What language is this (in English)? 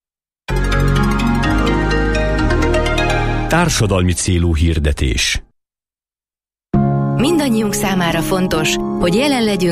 Hungarian